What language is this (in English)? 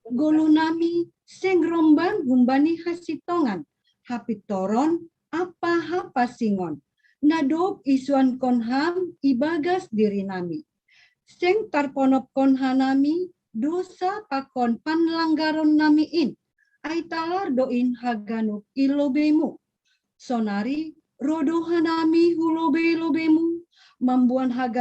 Batak Simalungun